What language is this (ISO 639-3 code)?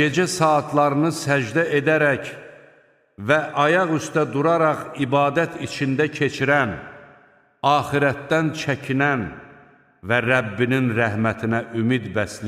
aze